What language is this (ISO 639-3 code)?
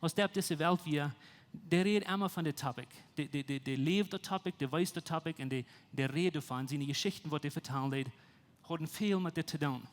pdt